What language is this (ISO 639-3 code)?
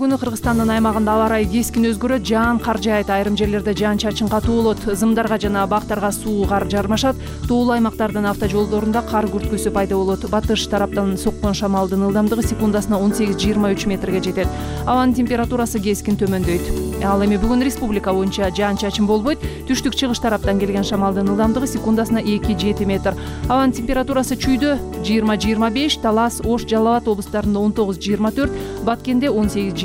kir